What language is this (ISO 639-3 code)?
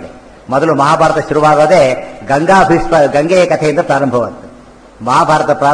kan